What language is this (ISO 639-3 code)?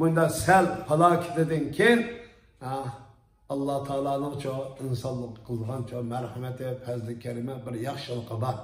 uig